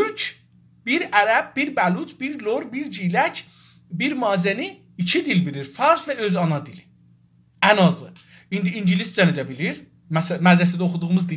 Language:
South Azerbaijani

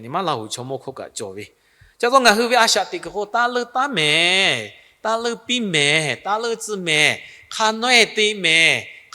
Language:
Lahu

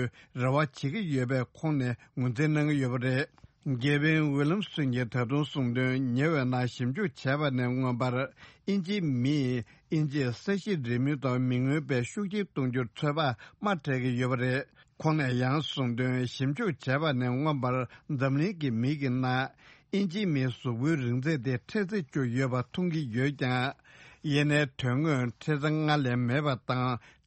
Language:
Tibetan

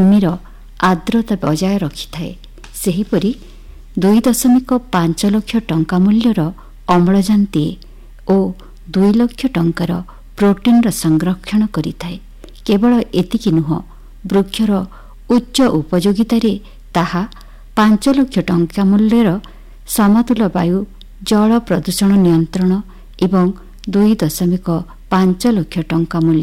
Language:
Odia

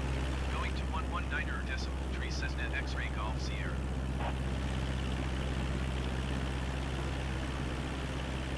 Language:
English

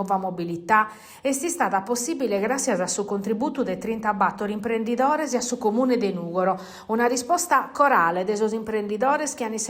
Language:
Sardinian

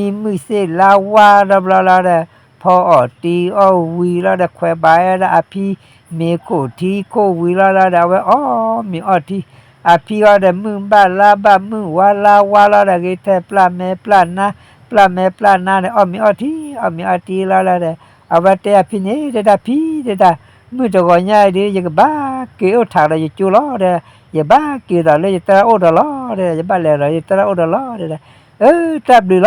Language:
S'gaw Karen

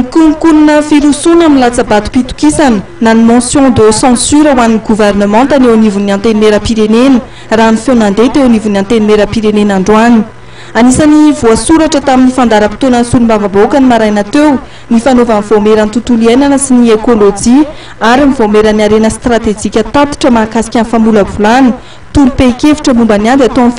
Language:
Malagasy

